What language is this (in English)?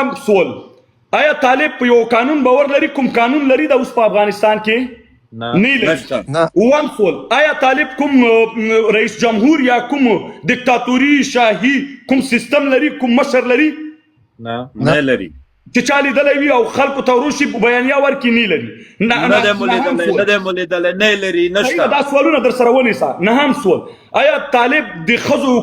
Pashto